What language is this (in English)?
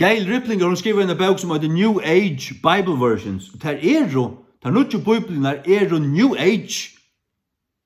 Faroese